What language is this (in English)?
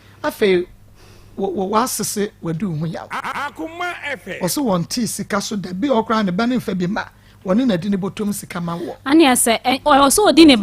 Akan